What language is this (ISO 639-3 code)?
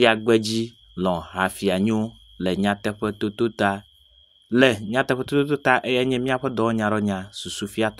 ewe